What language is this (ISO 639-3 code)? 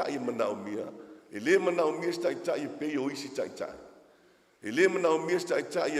smo